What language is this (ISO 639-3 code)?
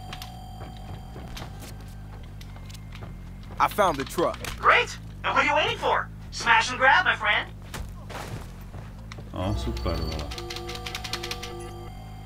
ces